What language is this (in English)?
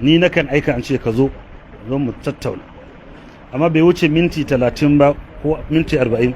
Hausa